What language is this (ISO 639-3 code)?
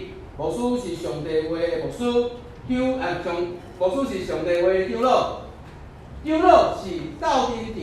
nan